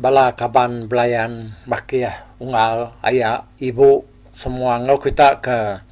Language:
Iban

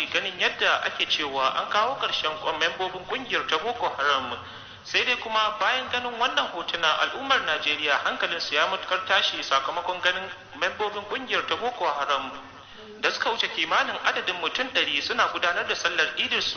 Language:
Hausa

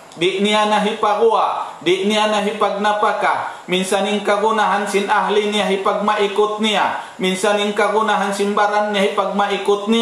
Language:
Tausug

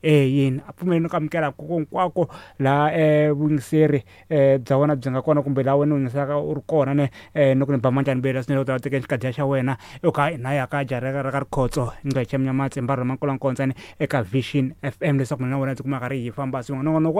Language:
Tsonga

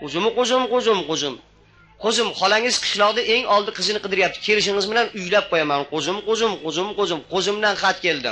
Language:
Uzbek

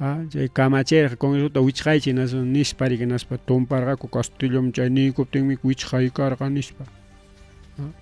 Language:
Ayacucho Quechua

